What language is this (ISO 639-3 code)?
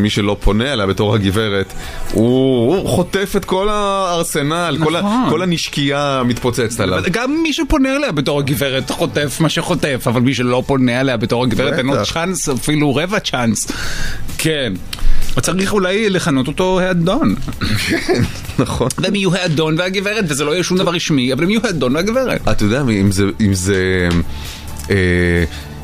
heb